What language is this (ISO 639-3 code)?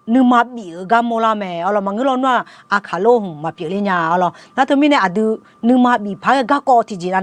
ahk